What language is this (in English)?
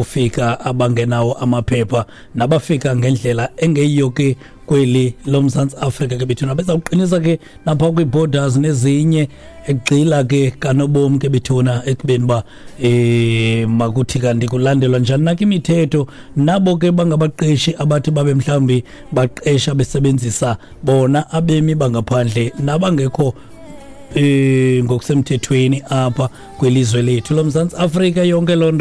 Xhosa